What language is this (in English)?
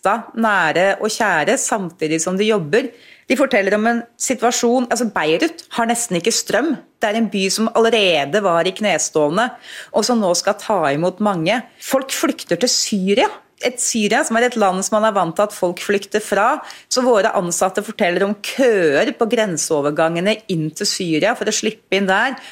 Norwegian